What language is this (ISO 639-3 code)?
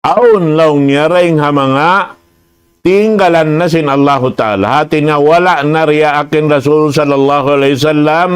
tsg